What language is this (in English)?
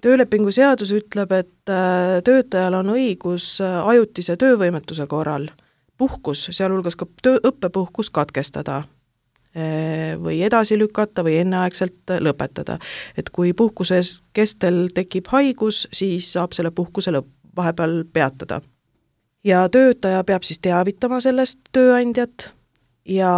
Estonian